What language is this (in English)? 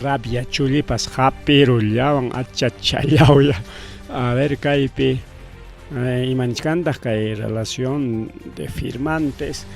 Ayacucho Quechua